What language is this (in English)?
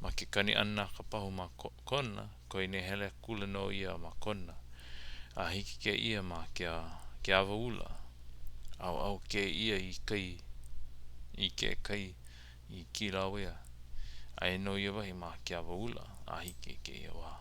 Hawaiian